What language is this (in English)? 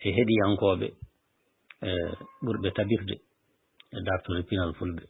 Fula